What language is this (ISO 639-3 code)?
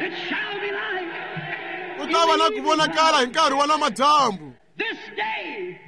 tso